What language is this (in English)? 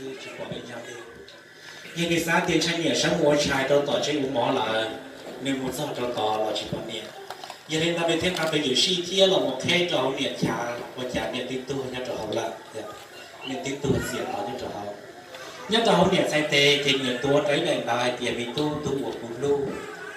Hmong